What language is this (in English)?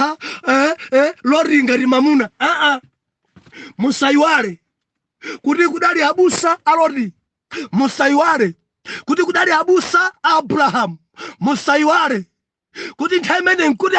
Nyanja